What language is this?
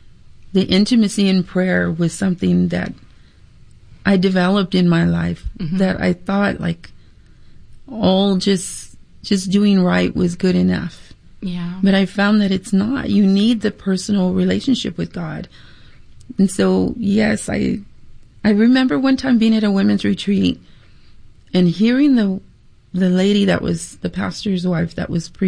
English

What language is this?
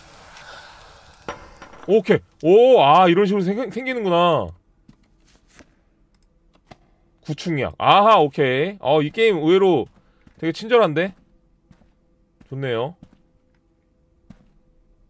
Korean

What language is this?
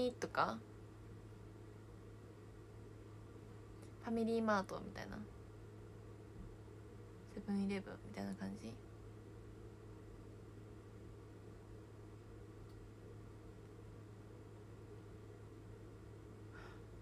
Japanese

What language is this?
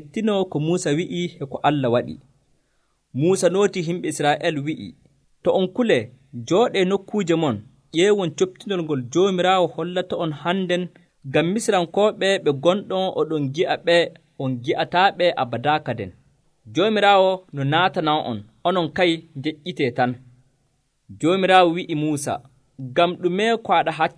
Nigerian Fulfulde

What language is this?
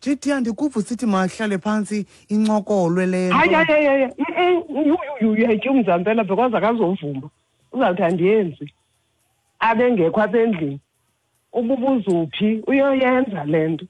Xhosa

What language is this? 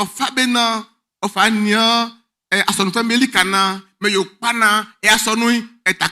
Baoulé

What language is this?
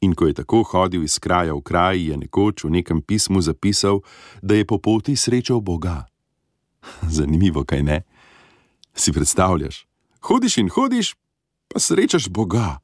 Slovenian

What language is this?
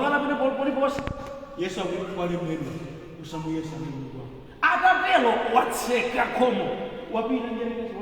Nyanja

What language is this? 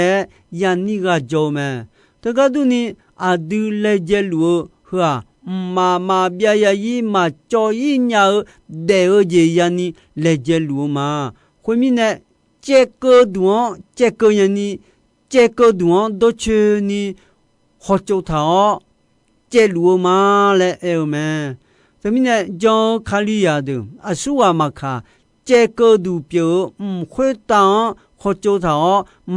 Akha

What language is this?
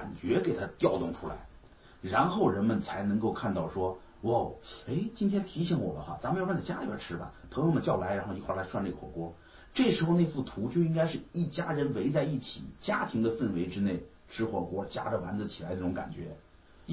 Chinese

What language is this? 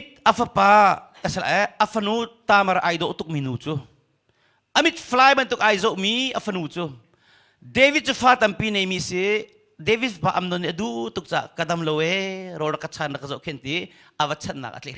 Hakha Chin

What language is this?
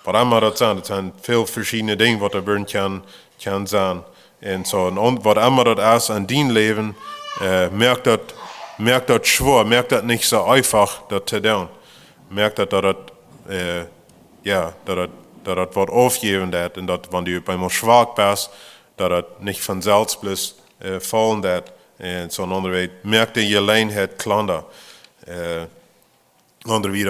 Plautdietsch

